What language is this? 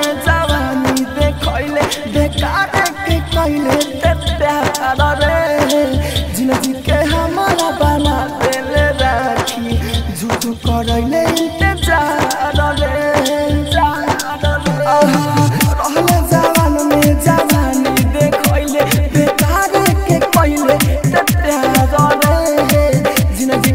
Bhojpuri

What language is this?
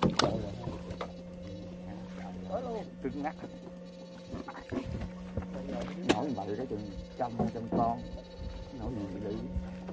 Vietnamese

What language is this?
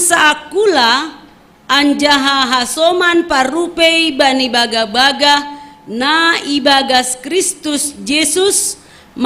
Batak Simalungun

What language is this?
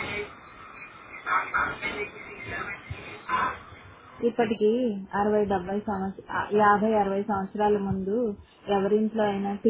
Telugu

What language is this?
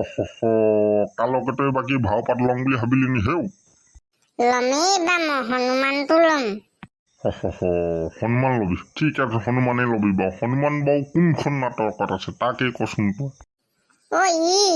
Assamese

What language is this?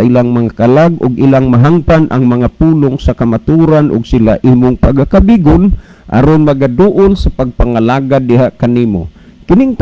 Cebuano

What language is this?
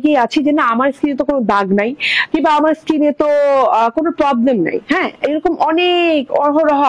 Bangla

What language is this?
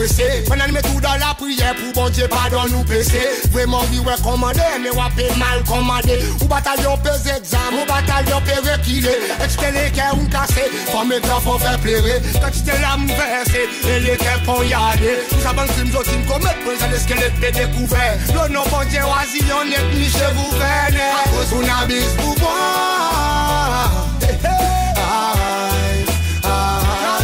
Seselwa Creole French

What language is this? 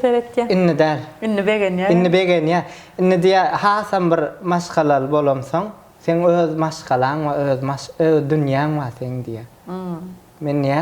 Turkmen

